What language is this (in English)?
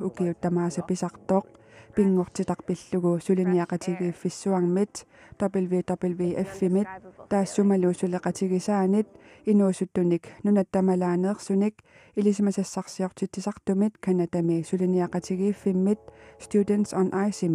Kalaallisut